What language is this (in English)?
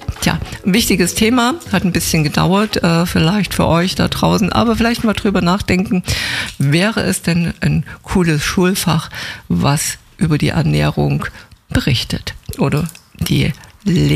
German